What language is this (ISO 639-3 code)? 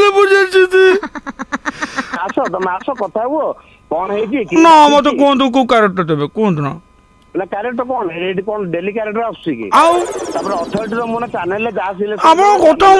ori